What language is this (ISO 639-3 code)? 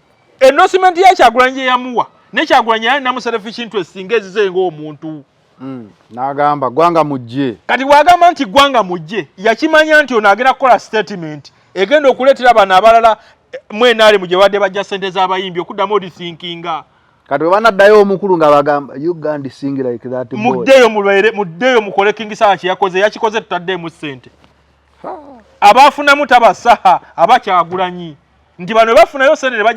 lug